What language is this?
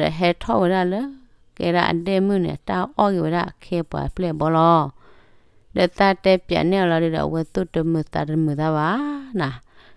S'gaw Karen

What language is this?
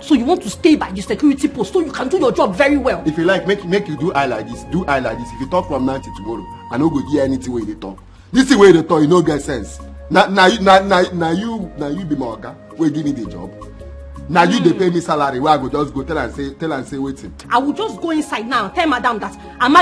Nigerian Pidgin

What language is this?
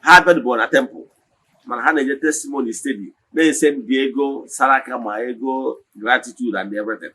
Igbo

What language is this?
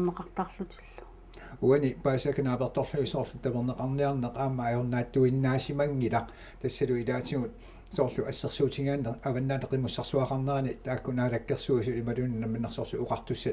Kalaallisut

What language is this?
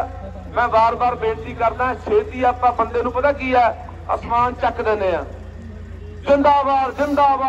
Punjabi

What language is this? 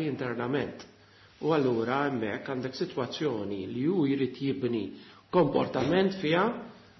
Maltese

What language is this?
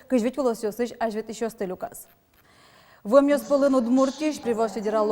Udmurt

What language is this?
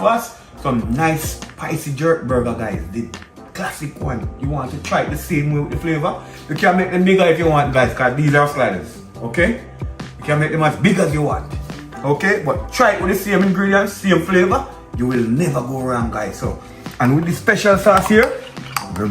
Jamaican Creole English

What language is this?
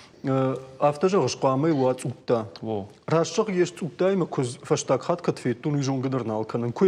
Ossetic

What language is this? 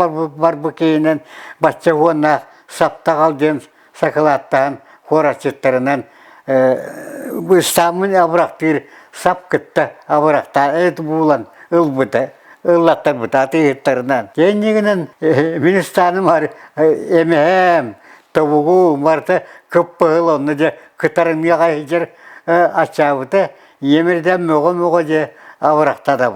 Yakut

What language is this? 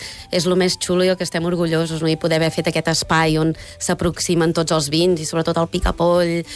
Catalan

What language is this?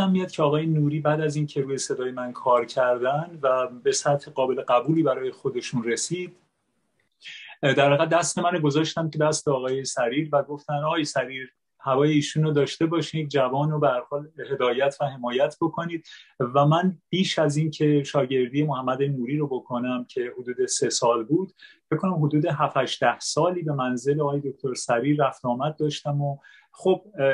Persian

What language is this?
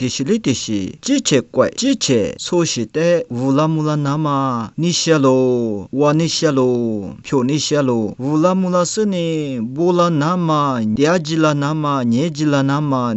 Lisu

